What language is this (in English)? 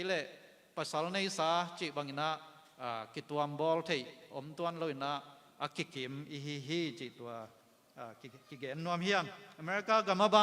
Tedim Chin